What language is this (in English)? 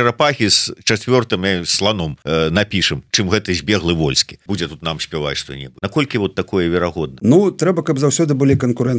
Belarusian